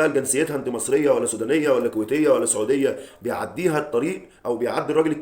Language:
Egyptian Arabic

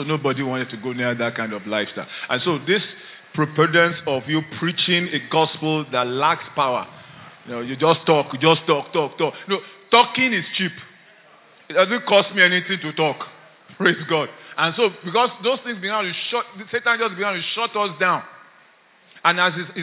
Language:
English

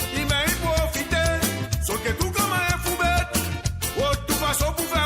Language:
Morisyen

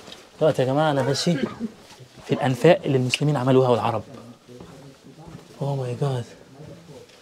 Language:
Egyptian Arabic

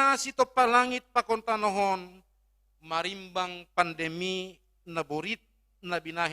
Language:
Batak Simalungun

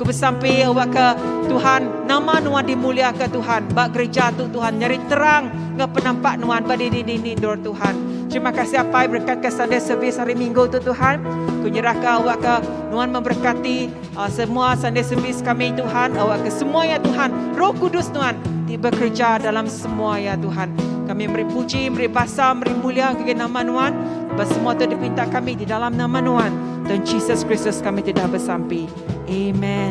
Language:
Iban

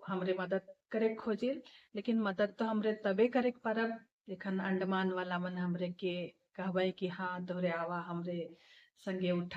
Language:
Sadri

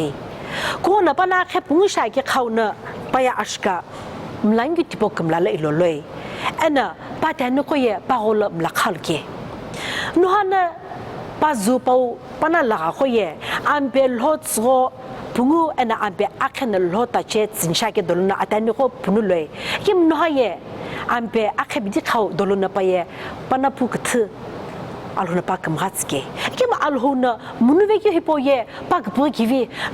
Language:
Sumi Naga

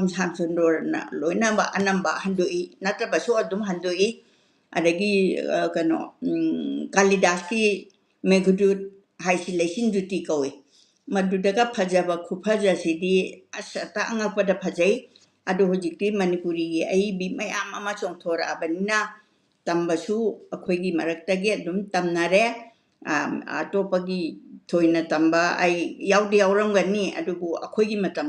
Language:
Manipuri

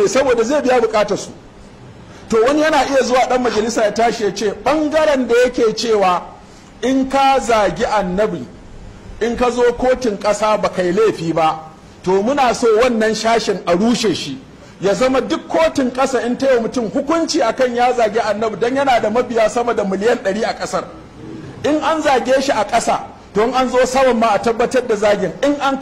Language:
Hausa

